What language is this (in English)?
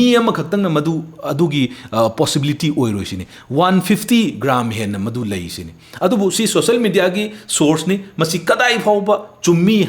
Manipuri